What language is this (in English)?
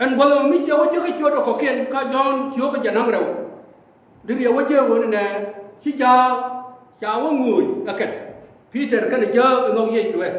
Nuer